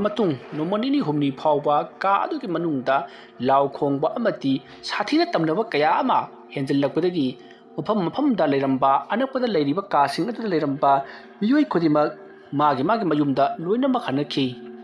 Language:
Manipuri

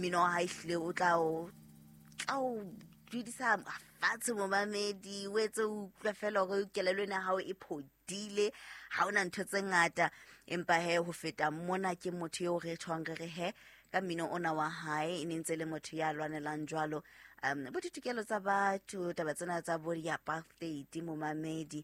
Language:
Southern Sotho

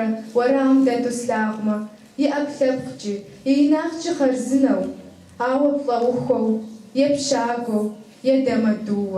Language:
Kabardian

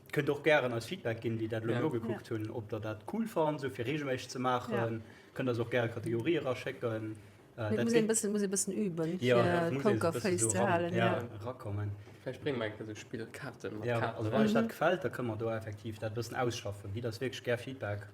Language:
Luxembourgish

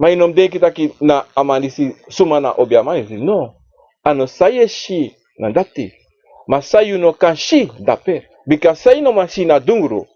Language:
Sranan Tongo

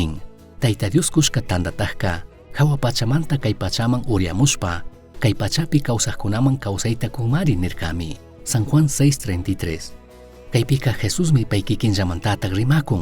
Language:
Chimborazo Highland Quichua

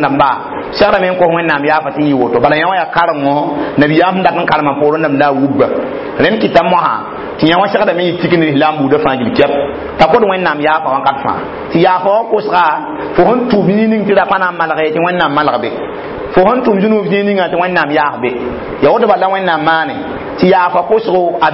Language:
Mossi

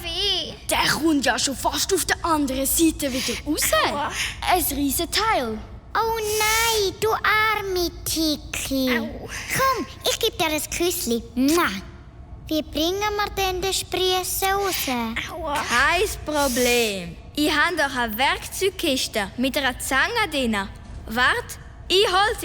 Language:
Swiss German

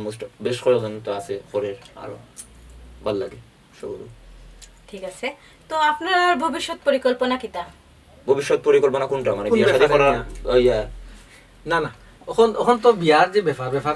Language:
Sylheti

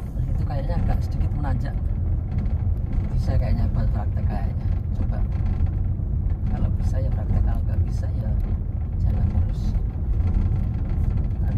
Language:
Indonesian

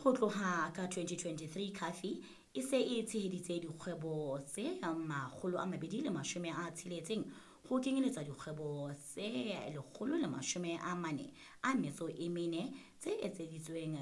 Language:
Southern Sotho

